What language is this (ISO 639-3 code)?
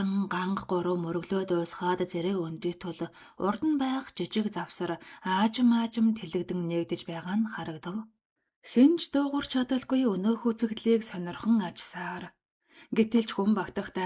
mon